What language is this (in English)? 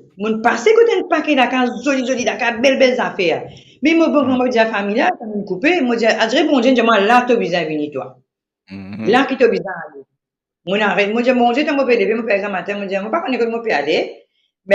Morisyen